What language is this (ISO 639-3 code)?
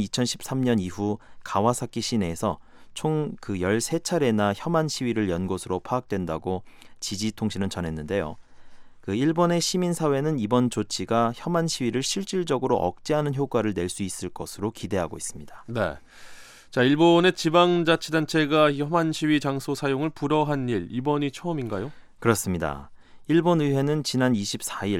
kor